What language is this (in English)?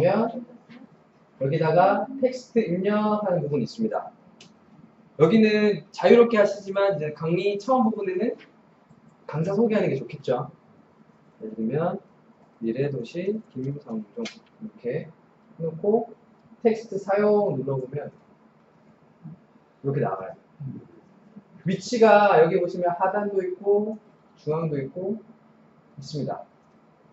Korean